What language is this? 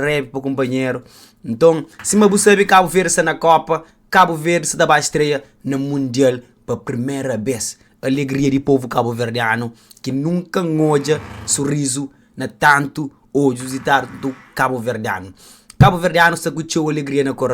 Kabuverdianu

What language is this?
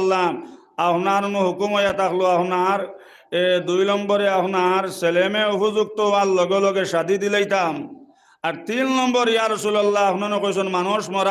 Sylheti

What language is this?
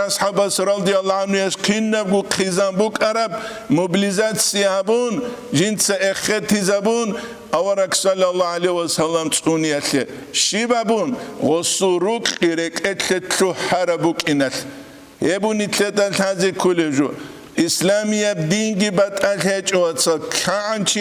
Avaric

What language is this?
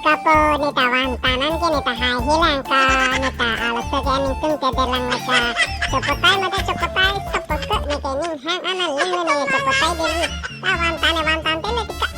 Karbi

